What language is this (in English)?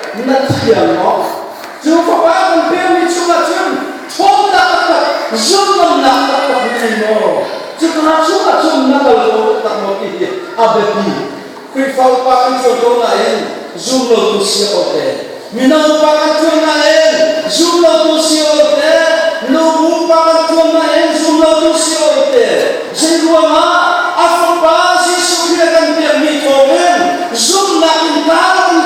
Hakha Chin